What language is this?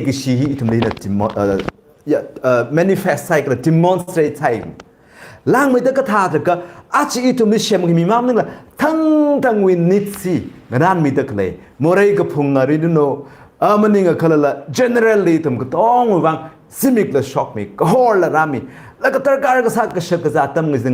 Tangkhul Naga (India)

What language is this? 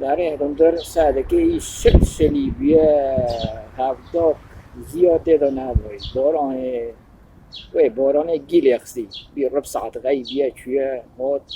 Kurdish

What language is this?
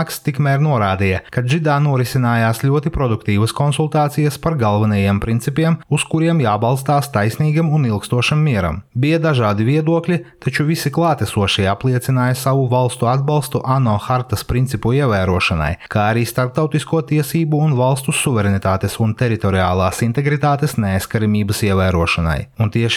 Latvian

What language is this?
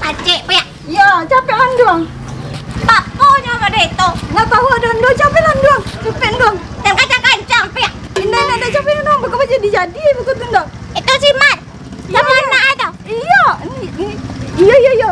Minangkabau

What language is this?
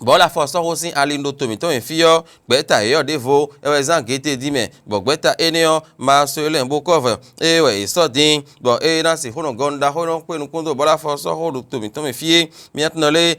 Fon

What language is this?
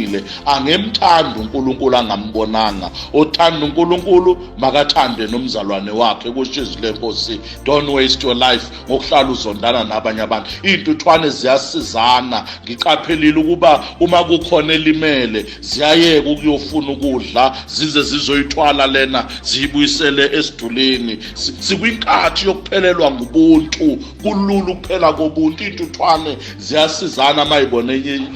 Zulu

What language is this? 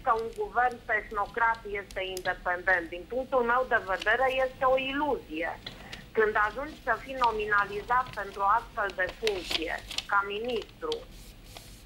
Romanian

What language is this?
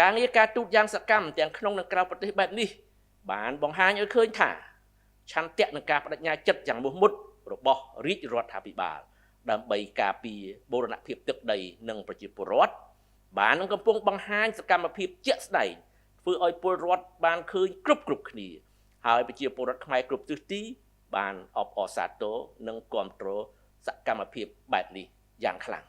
Khmer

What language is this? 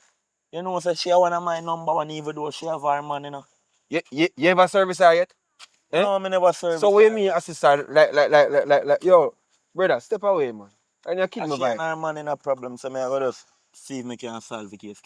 Jamaican Creole English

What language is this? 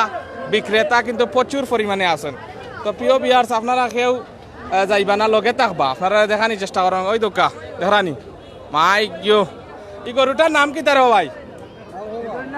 Sylheti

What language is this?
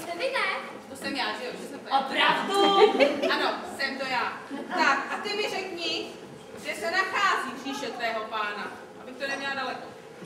Czech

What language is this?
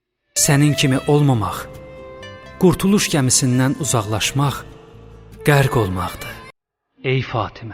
Azerbaijani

